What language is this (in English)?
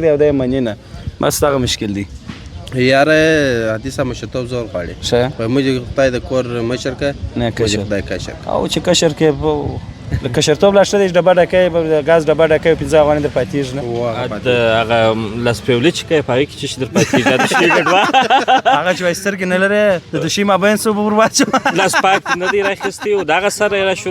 Pashto